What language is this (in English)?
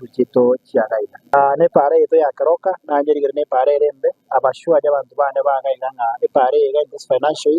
Gusii